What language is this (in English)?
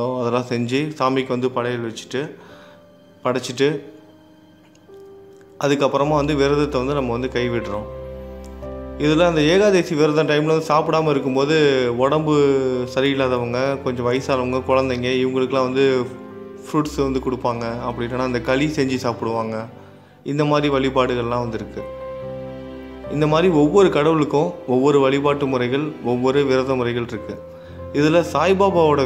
Tamil